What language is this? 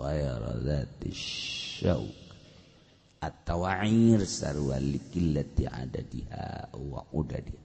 Sundanese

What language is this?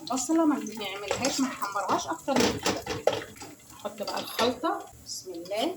Egyptian Arabic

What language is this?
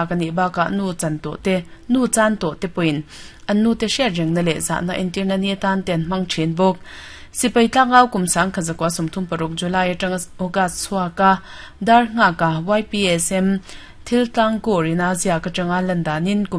Mizo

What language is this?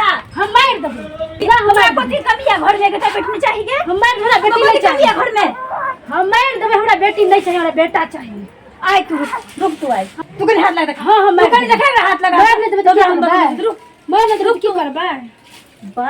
Maithili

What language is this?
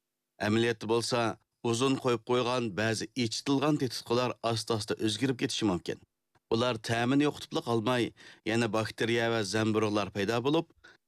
Uyghur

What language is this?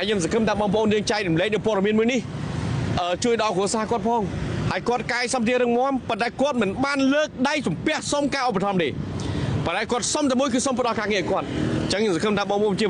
Khmer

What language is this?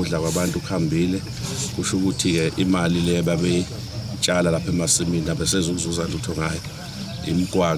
Zulu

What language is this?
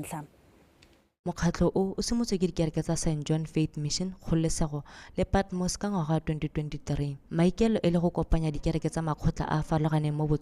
Tswana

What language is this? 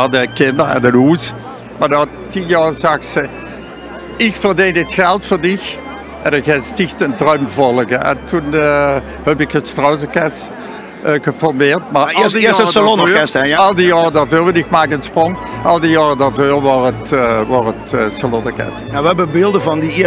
Limburgish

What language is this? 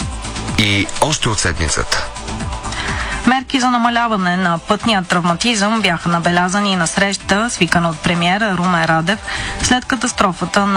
Bulgarian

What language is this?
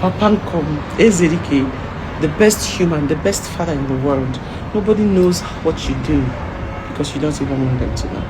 Igbo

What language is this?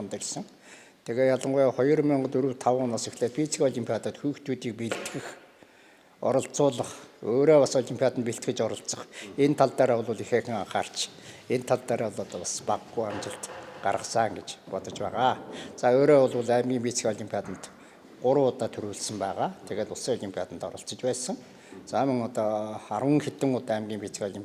Mongolian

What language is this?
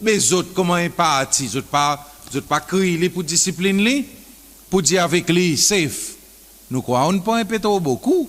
Seselwa Creole French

